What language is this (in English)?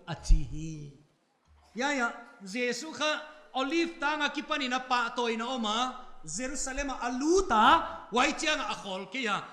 Paite Chin